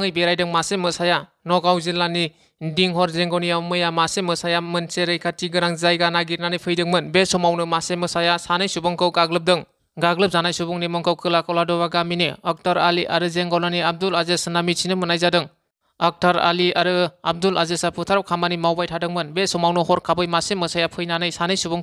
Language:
Bodo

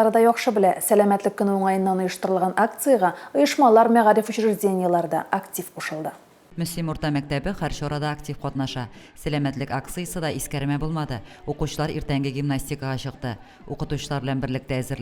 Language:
Tatar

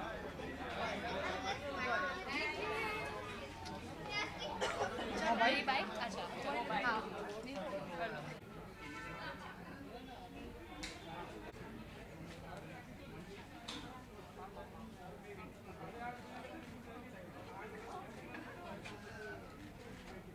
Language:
Hindi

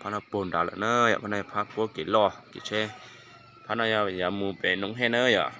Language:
Hmong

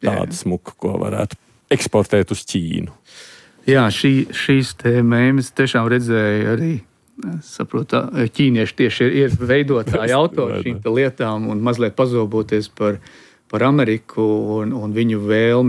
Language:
Latvian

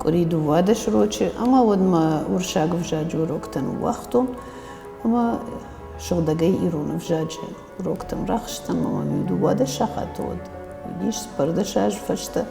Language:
Ossetic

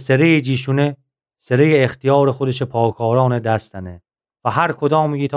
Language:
Gilaki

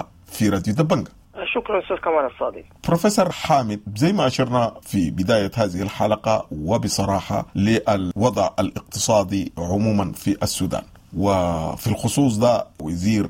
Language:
Sudanese Arabic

